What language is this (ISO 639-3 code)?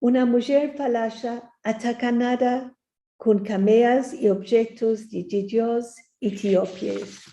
lad